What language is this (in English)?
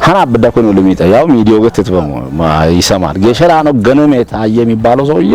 Kafa